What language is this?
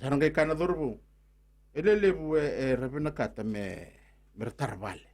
Fijian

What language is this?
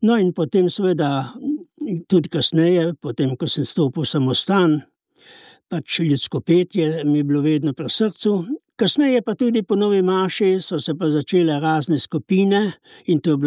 Slovenian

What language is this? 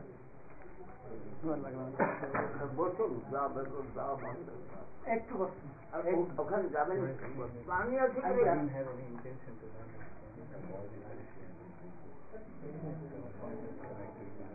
Bangla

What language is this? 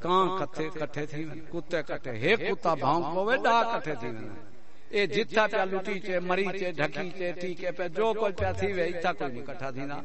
Saraiki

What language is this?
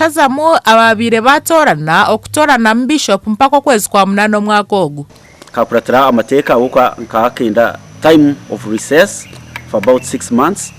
Nyankole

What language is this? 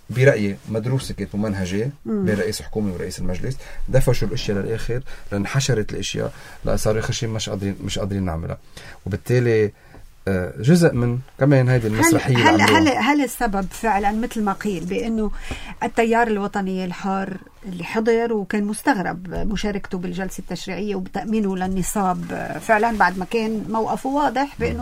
North Levantine Arabic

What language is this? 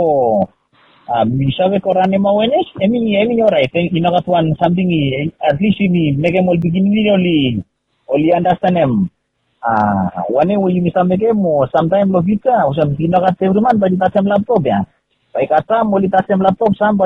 Bislama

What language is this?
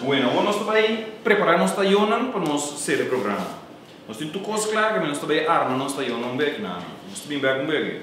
Papiamento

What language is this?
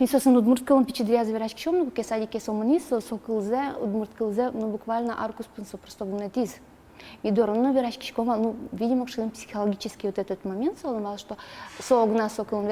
Udmurt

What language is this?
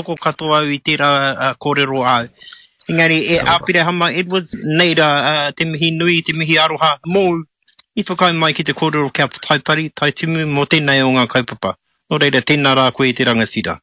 Māori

